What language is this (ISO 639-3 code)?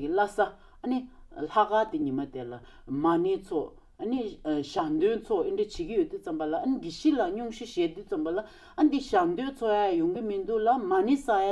bod